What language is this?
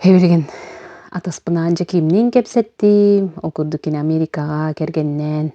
Yakut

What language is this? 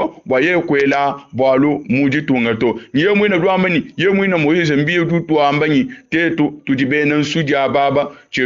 Luba-Lulua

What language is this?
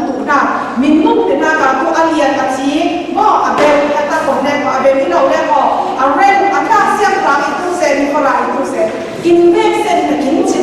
Falam Chin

